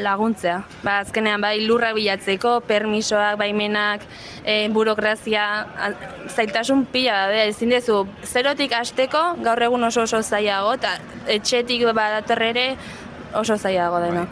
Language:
Basque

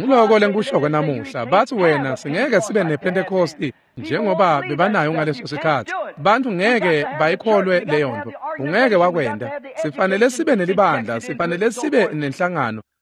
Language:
Swati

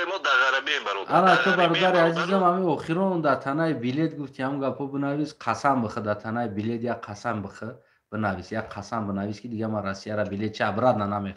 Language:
Tajik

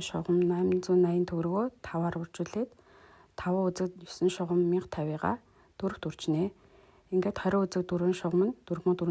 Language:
Mongolian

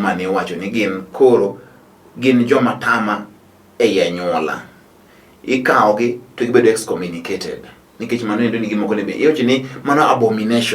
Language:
Luo (Kenya and Tanzania)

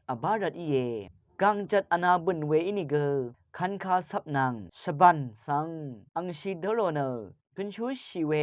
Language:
Rawang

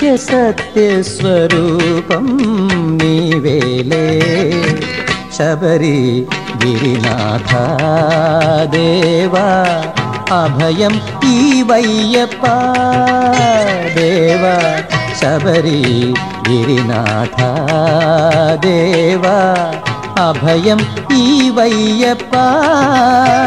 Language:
Telugu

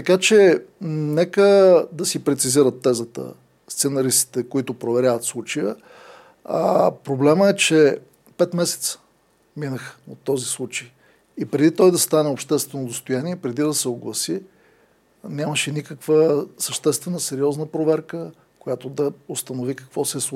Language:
Bulgarian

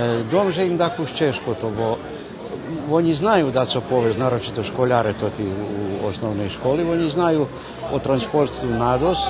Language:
Rusyn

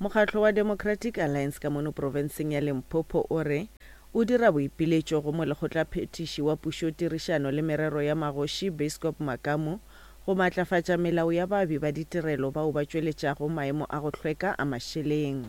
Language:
Northern Sotho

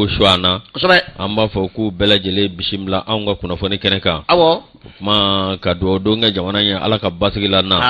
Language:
Bambara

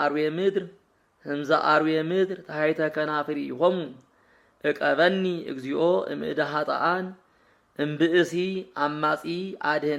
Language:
Geez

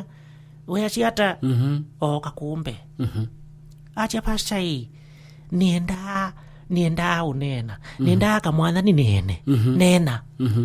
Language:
Kamba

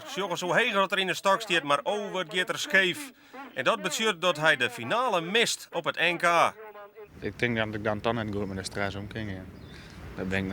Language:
Western Frisian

